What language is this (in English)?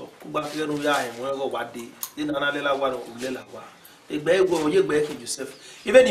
Bini